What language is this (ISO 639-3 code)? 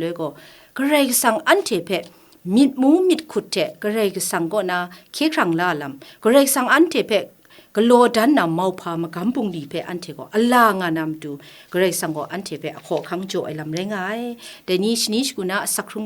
kac